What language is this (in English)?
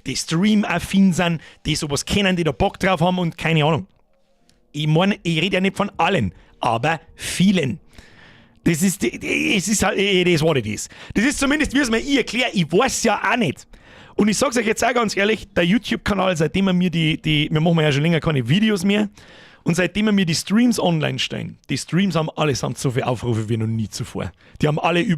Bavarian